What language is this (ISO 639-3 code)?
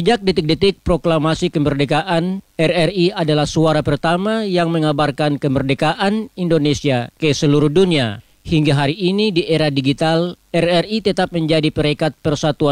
ind